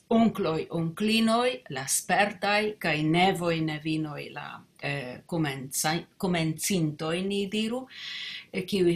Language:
Esperanto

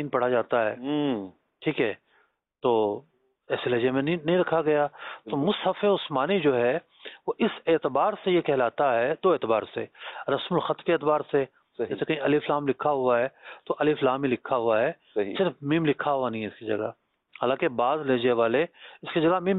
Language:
Urdu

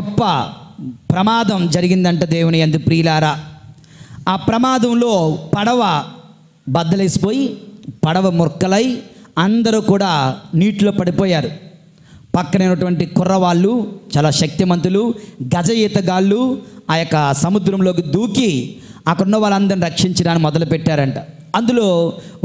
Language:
Telugu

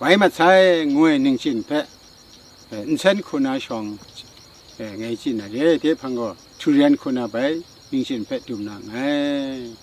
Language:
Kachin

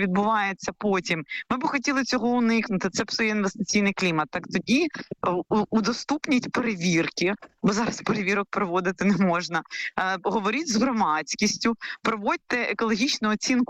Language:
Ukrainian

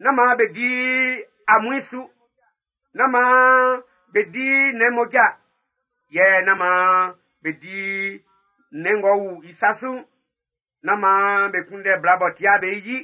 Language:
Baoulé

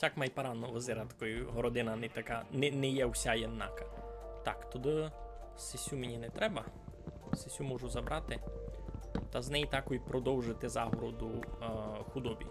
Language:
Rusyn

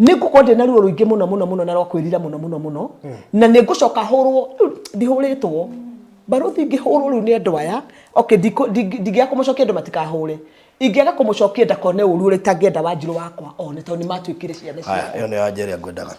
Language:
Kikuyu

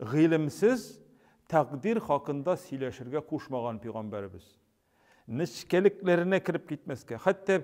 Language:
Tatar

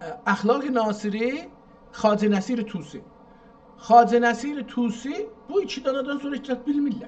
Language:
South Azerbaijani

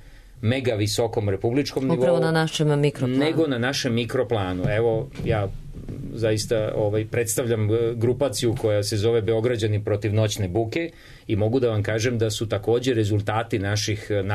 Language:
Serbian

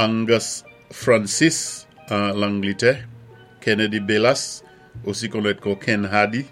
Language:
Saint Lucian Creole French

